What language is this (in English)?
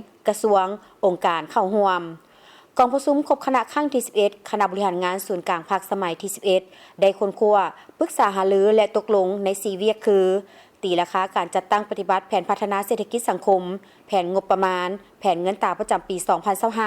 Lao